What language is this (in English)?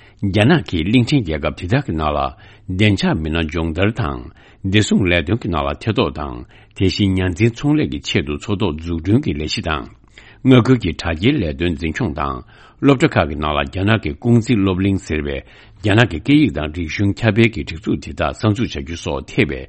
Tibetan